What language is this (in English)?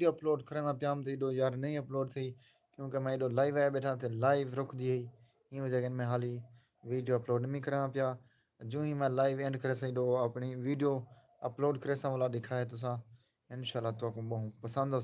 Saraiki